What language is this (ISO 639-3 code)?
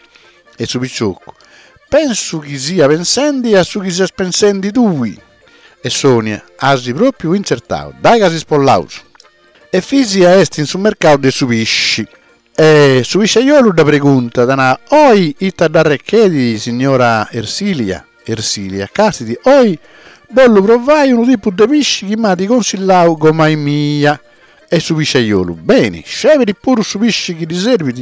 srd